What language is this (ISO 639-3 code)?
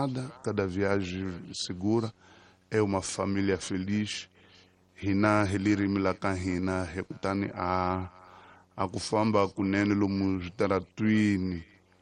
tso